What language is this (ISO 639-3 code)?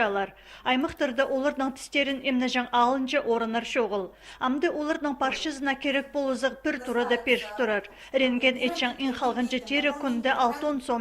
kjh